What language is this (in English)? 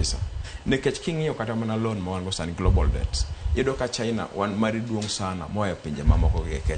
Luo (Kenya and Tanzania)